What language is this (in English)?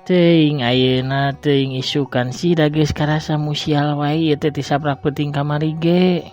Sundanese